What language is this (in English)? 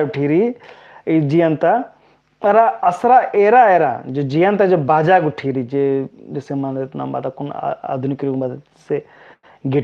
Kurukh